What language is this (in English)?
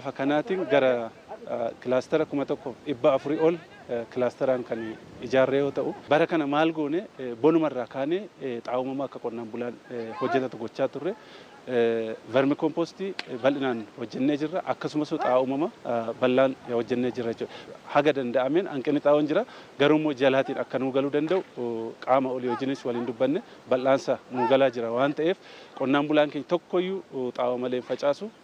Oromo